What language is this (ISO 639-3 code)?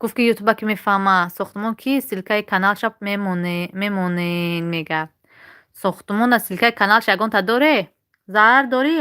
tgk